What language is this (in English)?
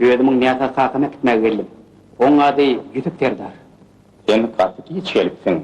Turkmen